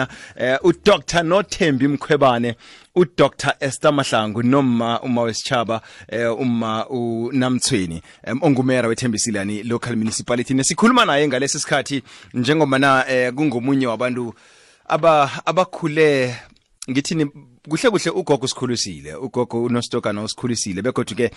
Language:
South Ndebele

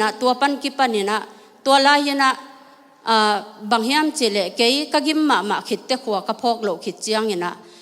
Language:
Tedim Chin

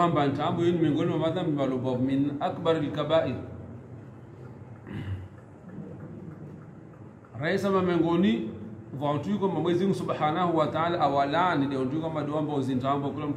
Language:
Swahili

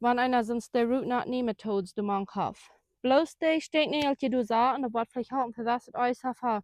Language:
Plautdietsch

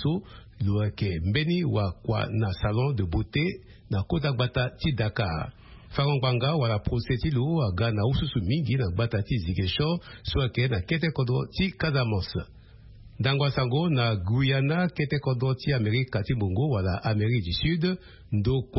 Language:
Sango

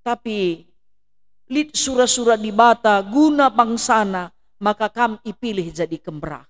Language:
Batak Karo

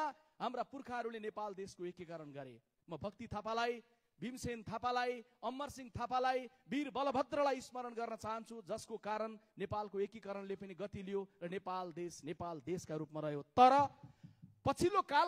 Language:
Nepali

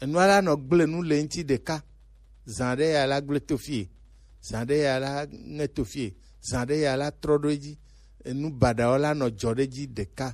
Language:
Gen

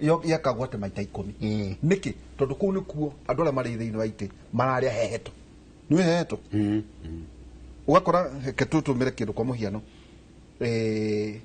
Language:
Kikuyu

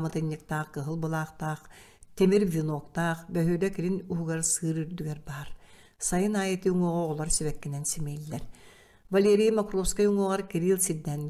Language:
Yakut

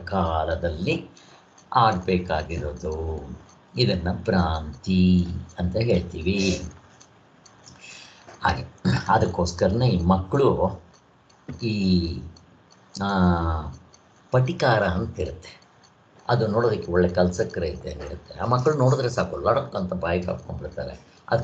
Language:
Kannada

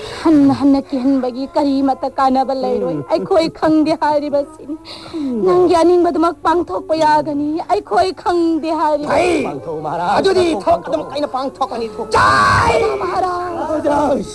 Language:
Manipuri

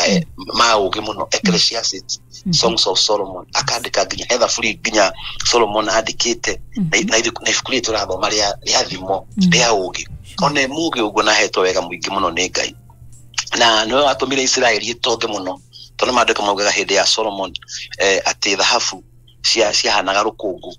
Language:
Kikuyu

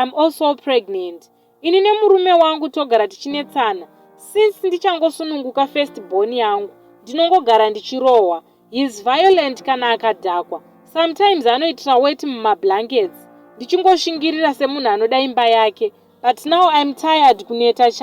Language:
Shona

